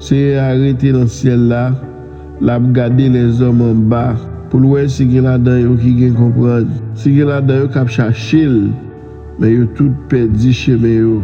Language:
Haitian Creole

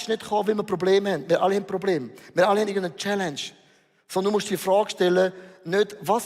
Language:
Swiss German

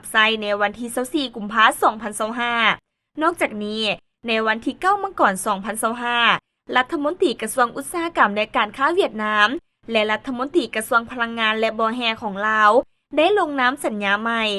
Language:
Lao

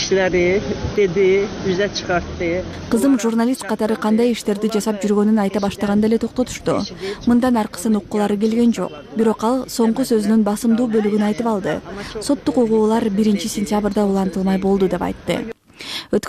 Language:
Kyrgyz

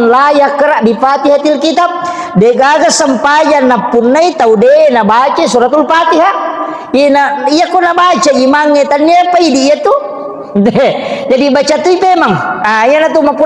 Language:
Buginese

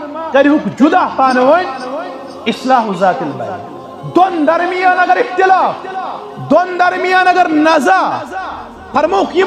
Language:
Kashmiri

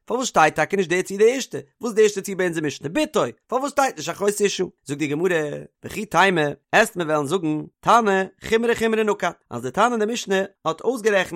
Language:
Yiddish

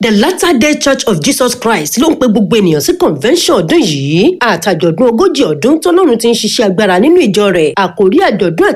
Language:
Yoruba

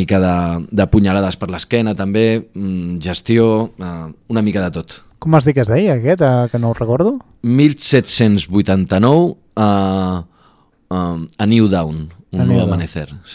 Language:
Catalan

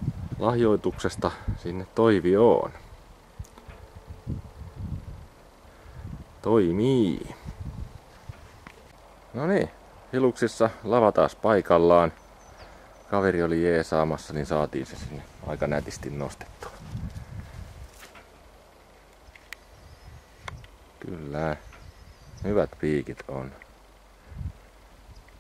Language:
Finnish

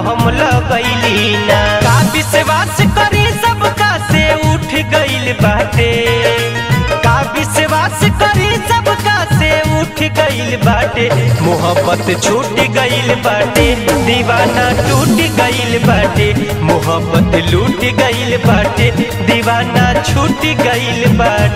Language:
Bhojpuri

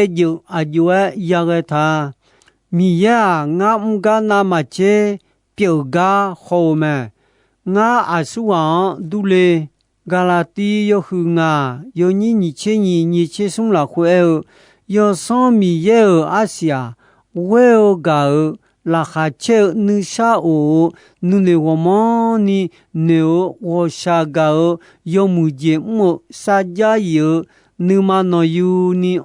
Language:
Akha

